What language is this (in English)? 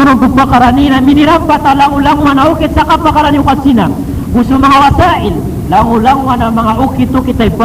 Maranao